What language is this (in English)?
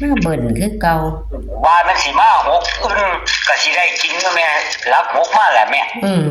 Northeastern Thai